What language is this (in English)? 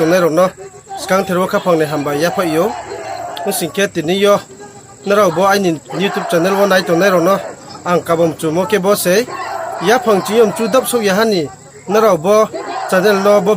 Riang (India)